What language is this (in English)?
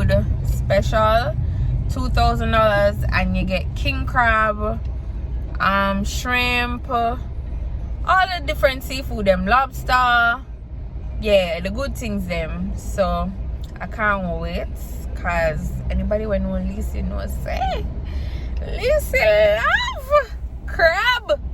Jamaican Creole English